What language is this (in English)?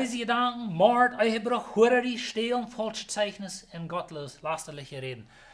Plautdietsch